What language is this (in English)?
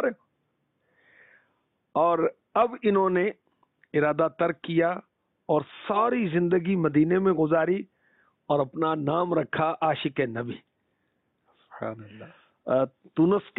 Urdu